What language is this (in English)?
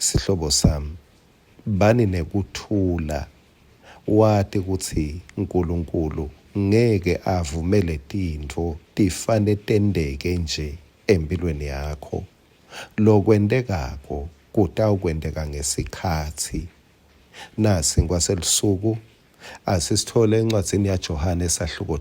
Swati